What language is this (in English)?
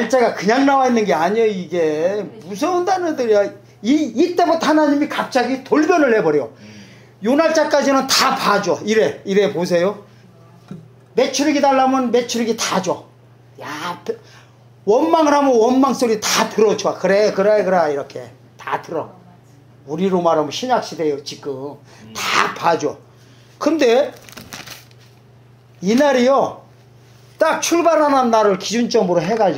Korean